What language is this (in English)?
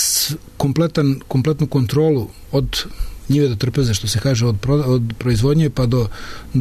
Serbian